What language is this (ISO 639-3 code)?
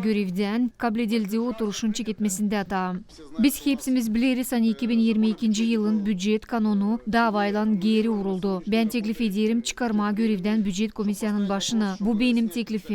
gag